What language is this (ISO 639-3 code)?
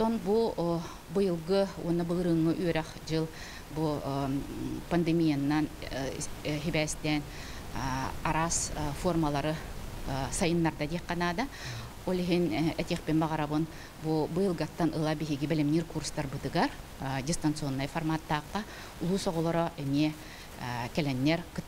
sah